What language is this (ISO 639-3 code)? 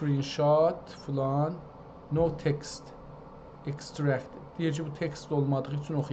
azb